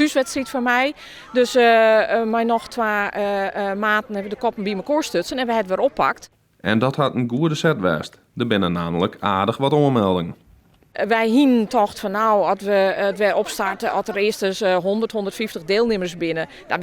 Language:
Western Frisian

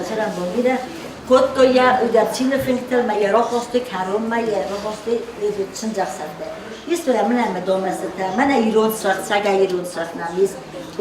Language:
Ossetic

